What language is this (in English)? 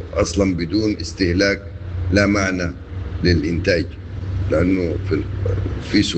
Sudanese Arabic